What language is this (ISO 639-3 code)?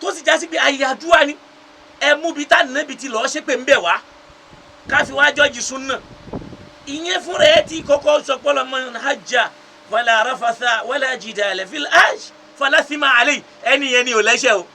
yor